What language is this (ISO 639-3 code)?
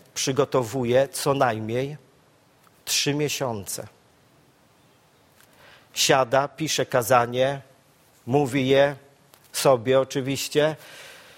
pol